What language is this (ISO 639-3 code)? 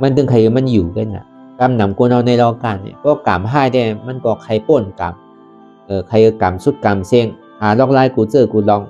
shn